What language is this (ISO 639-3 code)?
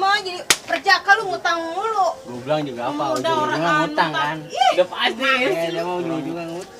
bew